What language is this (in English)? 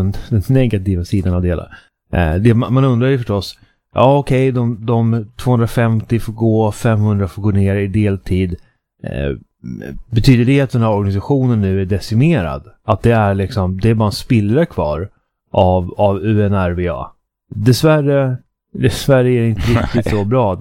Swedish